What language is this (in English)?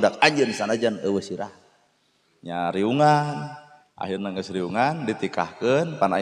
Sundanese